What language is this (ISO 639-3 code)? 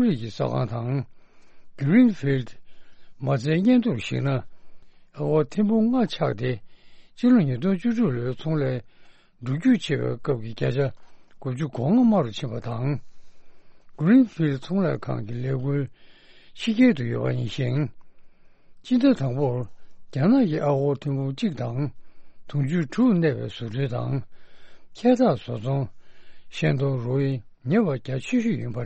bod